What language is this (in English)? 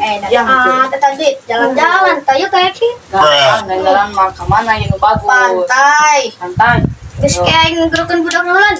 Sundanese